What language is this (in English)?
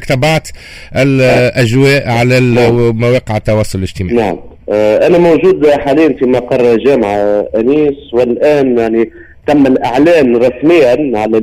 Tunisian Arabic